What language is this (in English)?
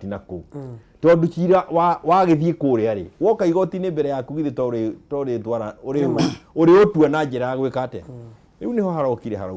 Kikuyu